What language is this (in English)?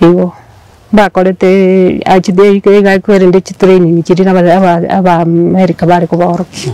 Gusii